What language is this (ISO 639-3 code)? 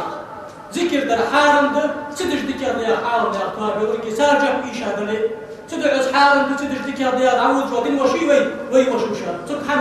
inh